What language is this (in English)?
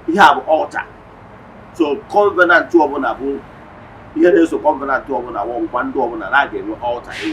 Igbo